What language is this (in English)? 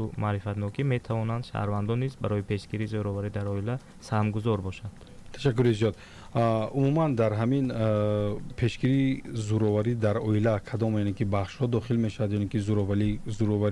Tajik